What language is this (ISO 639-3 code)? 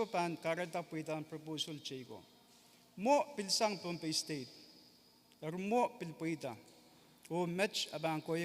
pon